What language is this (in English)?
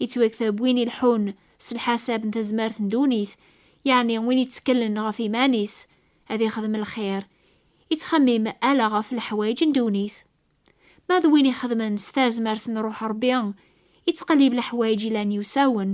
Kabyle